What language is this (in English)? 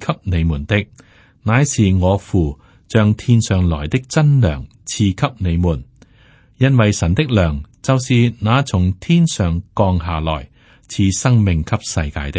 Cantonese